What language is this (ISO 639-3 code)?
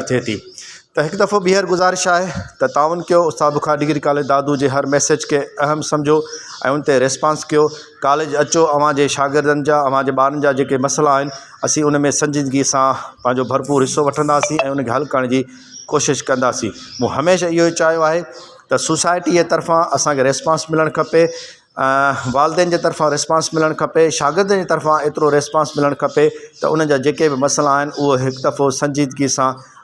snd